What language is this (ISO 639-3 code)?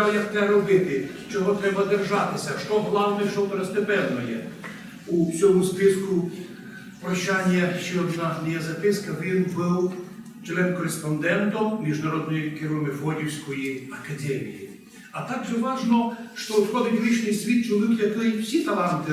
rue